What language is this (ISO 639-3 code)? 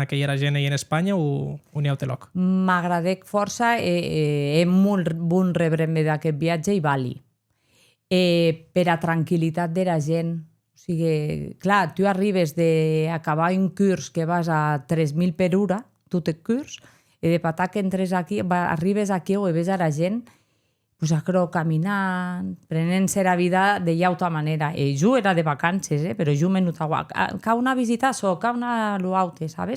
oci